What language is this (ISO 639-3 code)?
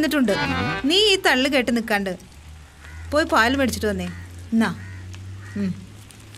mal